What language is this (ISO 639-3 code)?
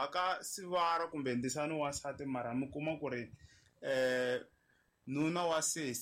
tso